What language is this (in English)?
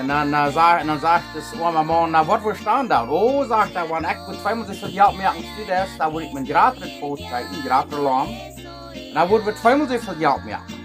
Plautdietsch